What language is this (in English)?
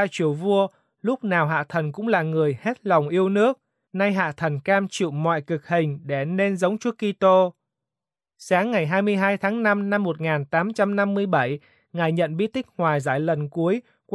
Vietnamese